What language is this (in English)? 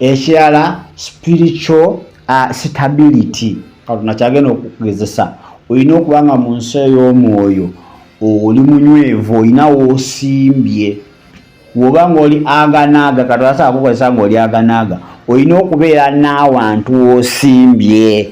Ganda